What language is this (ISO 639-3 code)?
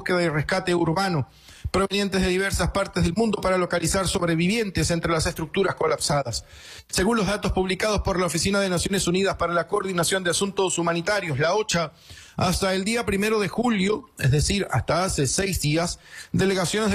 spa